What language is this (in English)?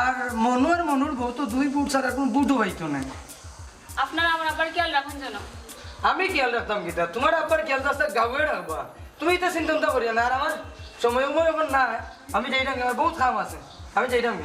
Sylheti